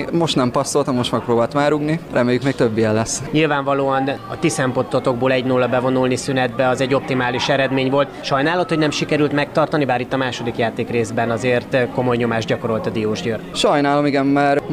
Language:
Hungarian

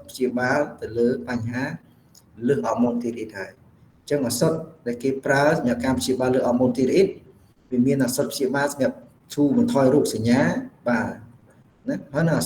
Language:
Khmer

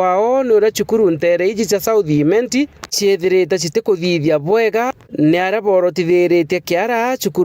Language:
Meru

